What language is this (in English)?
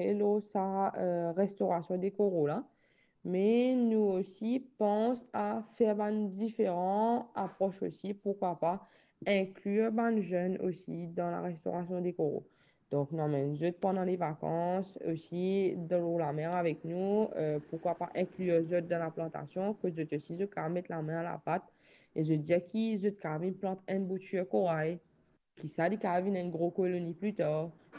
Morisyen